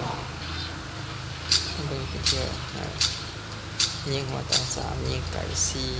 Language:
Lao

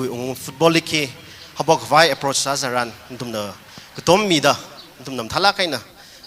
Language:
Tangkhul Naga (India)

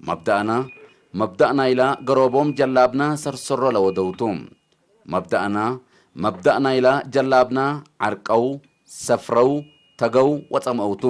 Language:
Tigre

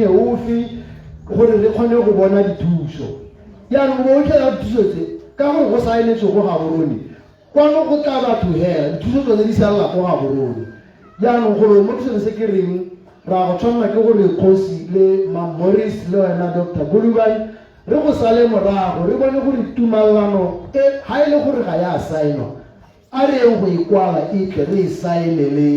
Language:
Tswana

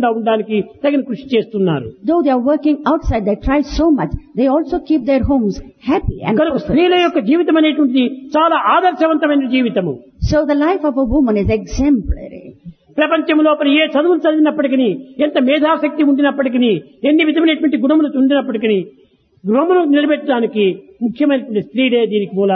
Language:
Telugu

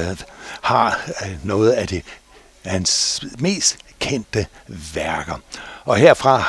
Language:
Danish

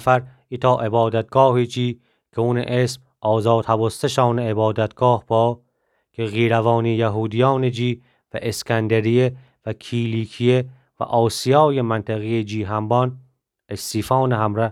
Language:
Gilaki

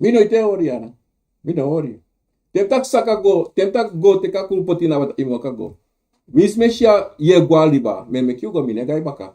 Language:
Sranan Tongo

